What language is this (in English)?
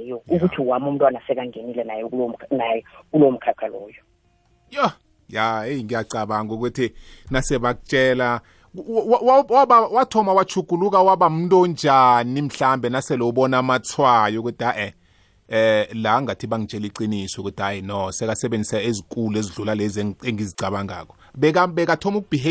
South Ndebele